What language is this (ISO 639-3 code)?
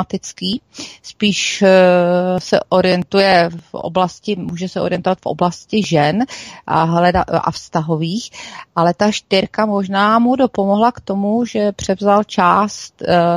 ces